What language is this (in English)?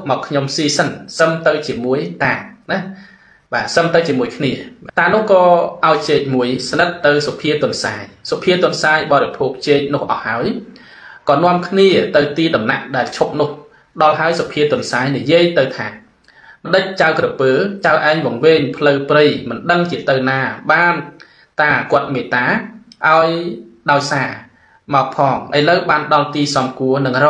Khmer